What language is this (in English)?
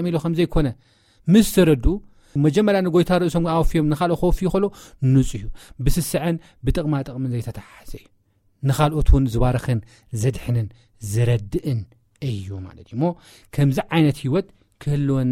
Tigrinya